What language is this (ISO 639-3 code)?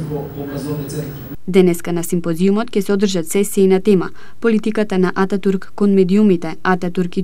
mkd